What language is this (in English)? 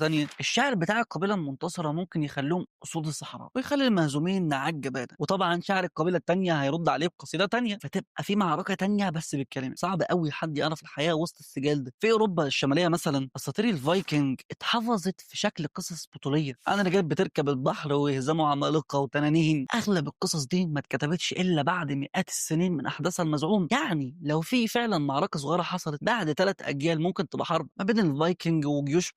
Egyptian Arabic